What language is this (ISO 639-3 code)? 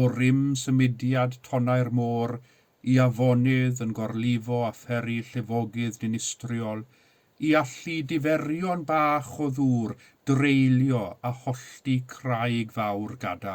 cym